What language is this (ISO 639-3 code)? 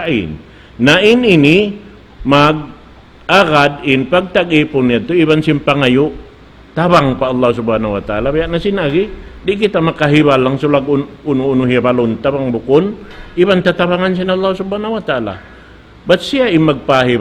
tsg